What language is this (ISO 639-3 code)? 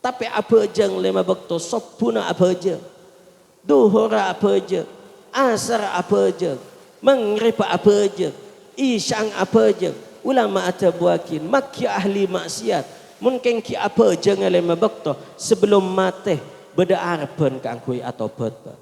mad